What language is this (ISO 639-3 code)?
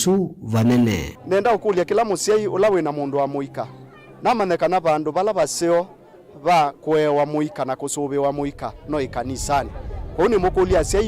kam